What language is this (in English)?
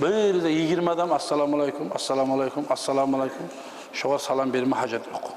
Kumyk